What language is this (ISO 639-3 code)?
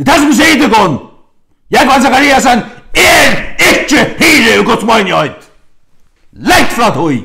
fao